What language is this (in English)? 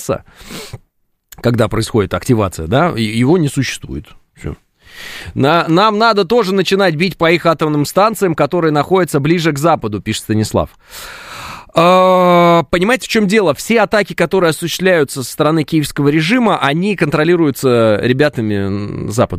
Russian